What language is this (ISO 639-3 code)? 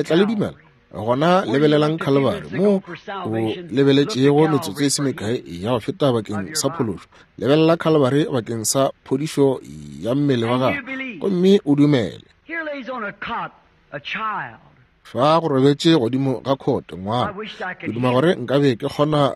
nso